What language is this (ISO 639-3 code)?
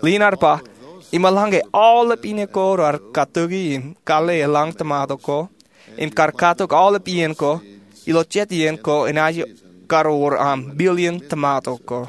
mah